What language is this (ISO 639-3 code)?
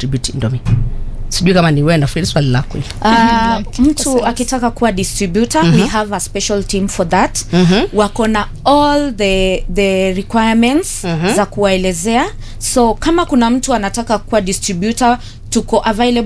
swa